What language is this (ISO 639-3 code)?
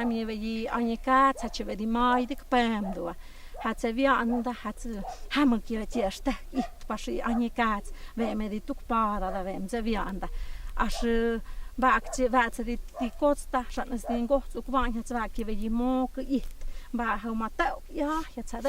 mto